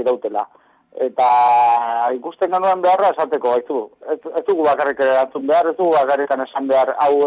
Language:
Basque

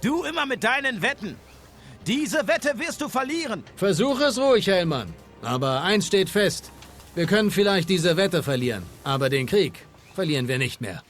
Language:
Bavarian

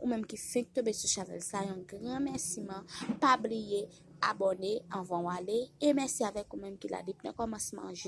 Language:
Haitian Creole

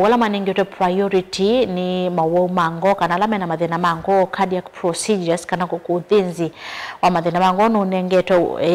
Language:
Kamba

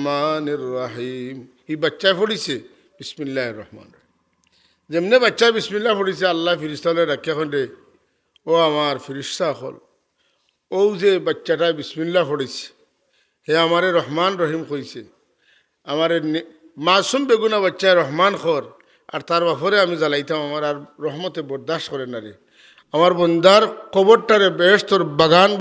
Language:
Sylheti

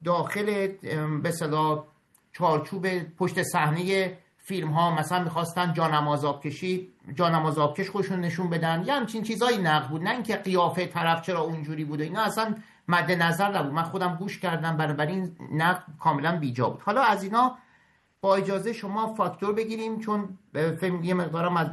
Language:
Persian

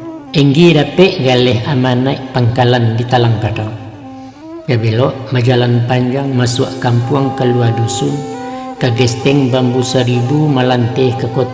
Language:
Minangkabau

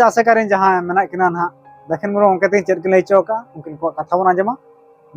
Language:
Santali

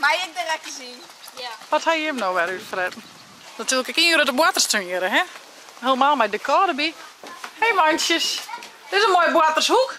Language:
Western Frisian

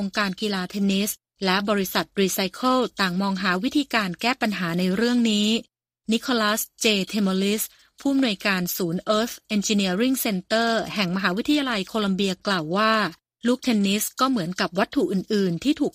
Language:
Thai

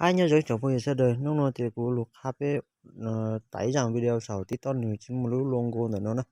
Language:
Hmong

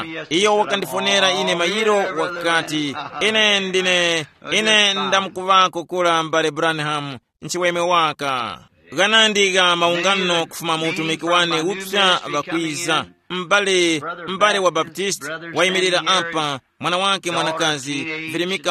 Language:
Tumbuka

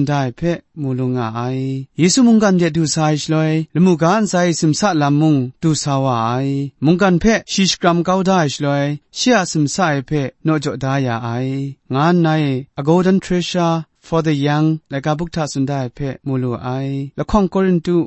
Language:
Kachin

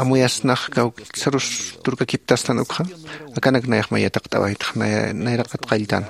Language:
Aymara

